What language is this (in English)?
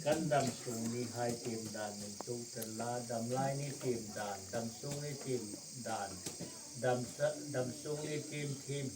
Hmar